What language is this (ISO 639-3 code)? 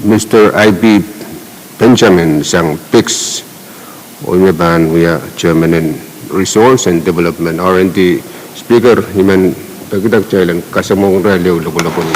pon